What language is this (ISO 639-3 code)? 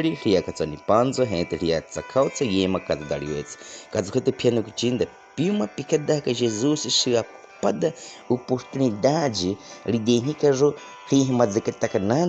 bwi